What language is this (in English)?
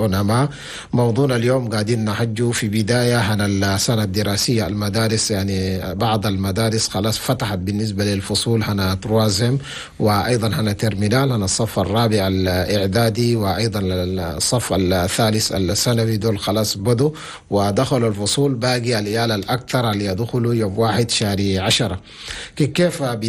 Chadian Arabic